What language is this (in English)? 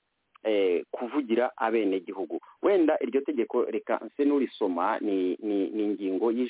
Kinyarwanda